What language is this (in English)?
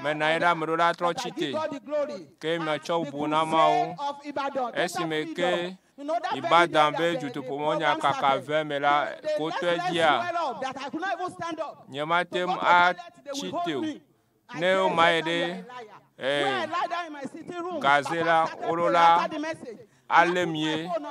Ewe